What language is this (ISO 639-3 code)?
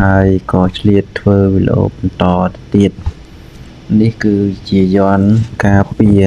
khm